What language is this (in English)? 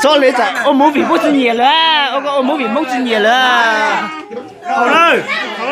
Hmong